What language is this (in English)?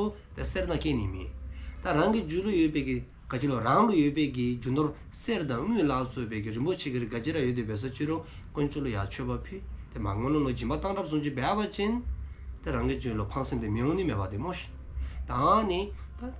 Dzongkha